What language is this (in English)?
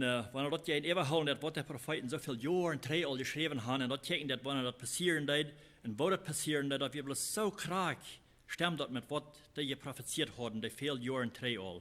Plautdietsch